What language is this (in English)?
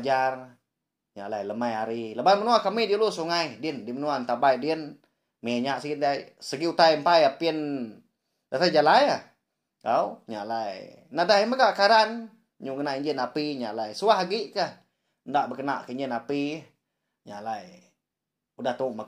Iban